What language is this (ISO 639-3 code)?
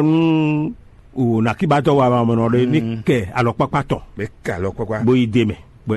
fon